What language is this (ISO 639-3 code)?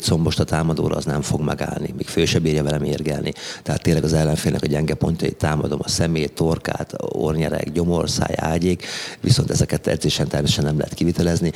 hun